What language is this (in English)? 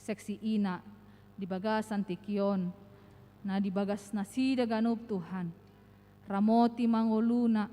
Batak Toba